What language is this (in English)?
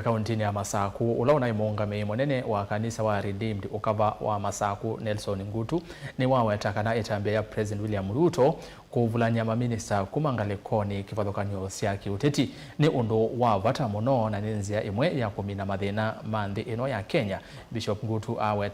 Kamba